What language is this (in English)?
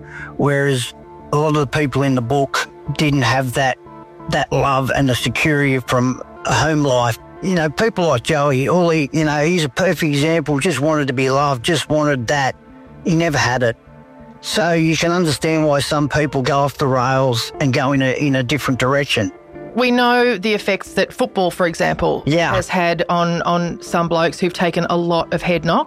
English